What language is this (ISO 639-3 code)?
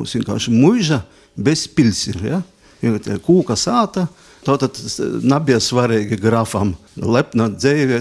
lav